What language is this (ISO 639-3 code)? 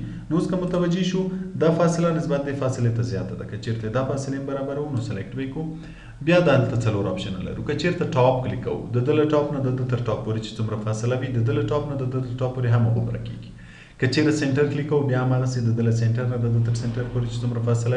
pus